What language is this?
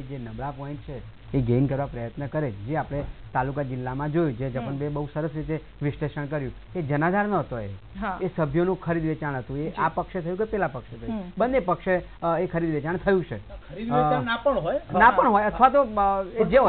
Gujarati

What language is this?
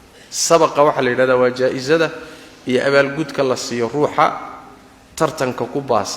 Somali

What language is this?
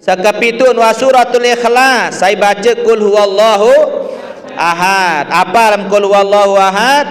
Sasak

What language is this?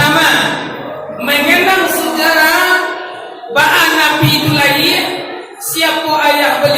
Minangkabau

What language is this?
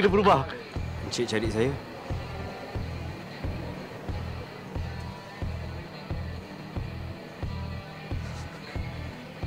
Malay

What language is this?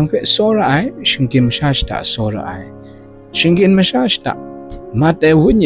Kachin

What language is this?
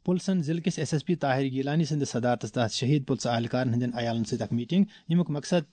Kashmiri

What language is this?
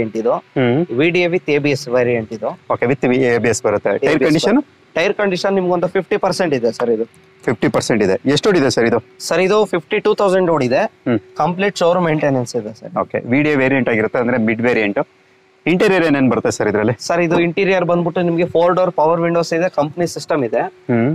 Kannada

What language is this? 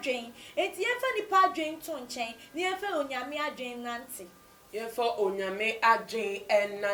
Akan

